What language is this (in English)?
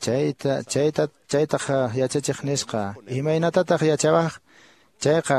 Quechua